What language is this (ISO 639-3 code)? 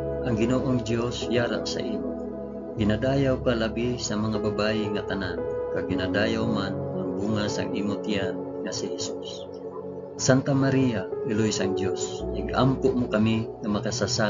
hil